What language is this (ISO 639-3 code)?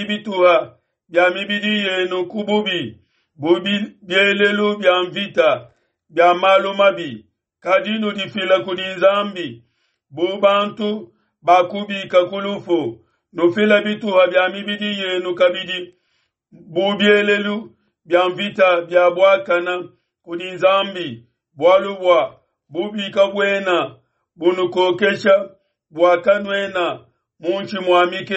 lua